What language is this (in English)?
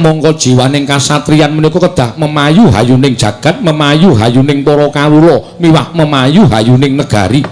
Javanese